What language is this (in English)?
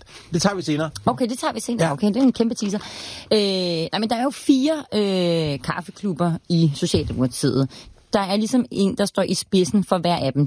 Danish